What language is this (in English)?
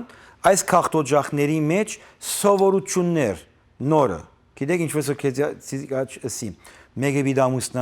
Western Armenian